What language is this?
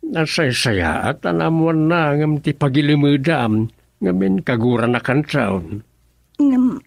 Iloko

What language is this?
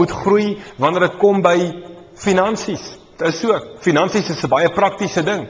Afrikaans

